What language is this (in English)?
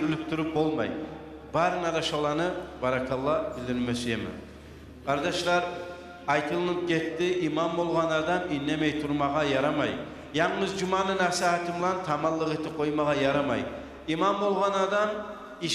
Kumyk